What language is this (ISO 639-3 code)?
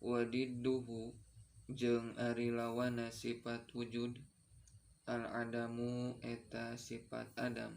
sun